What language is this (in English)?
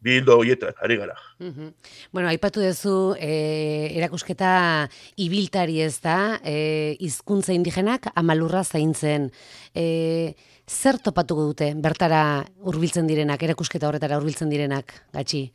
Basque